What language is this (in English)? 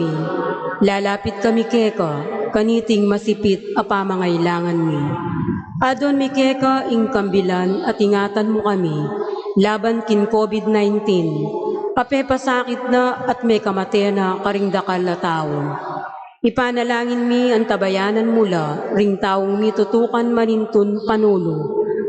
Pampanga